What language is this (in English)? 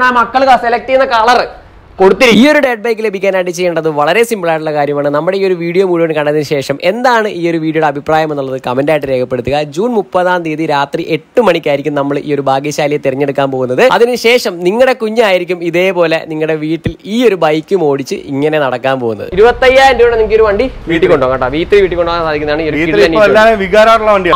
Malayalam